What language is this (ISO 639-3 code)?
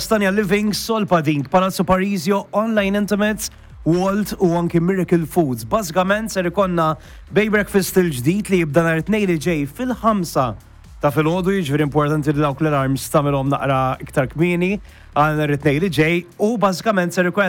mlt